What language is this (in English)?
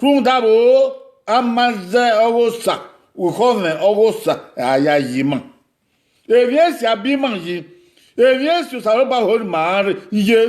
Bini